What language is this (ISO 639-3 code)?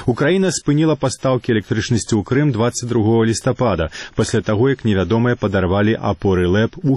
bel